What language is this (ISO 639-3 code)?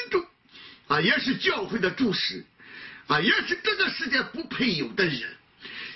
zho